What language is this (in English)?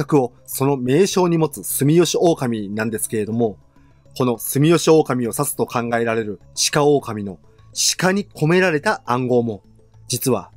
Japanese